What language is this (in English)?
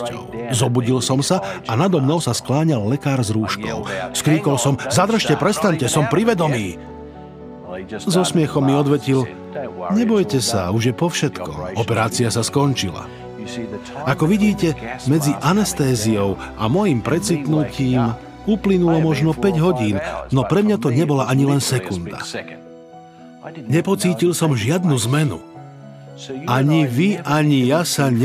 Slovak